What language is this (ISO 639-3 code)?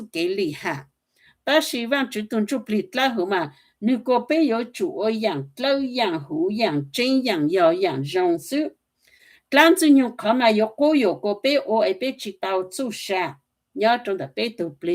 hmn